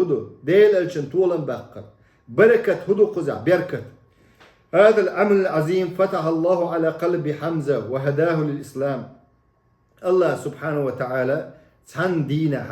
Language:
Chechen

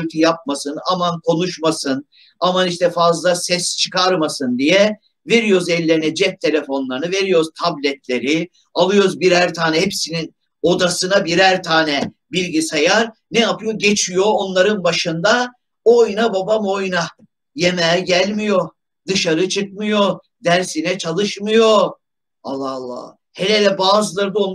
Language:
Turkish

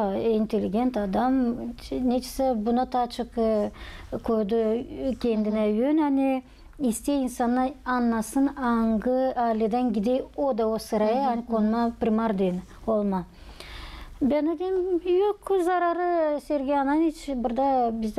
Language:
Gagauz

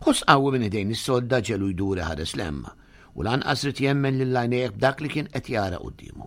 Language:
Maltese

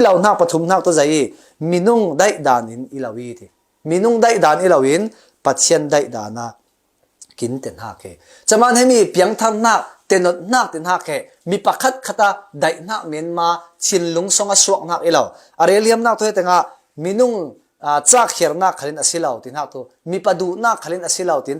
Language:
Falam Chin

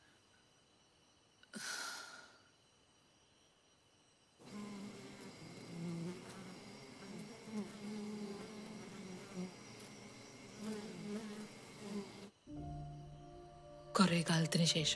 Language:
Malayalam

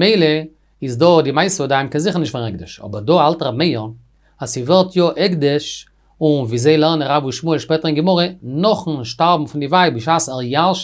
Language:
Yiddish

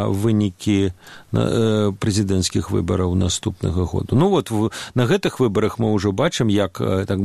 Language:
Belarusian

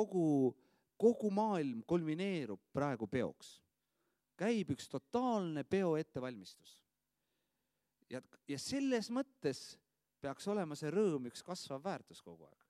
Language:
Estonian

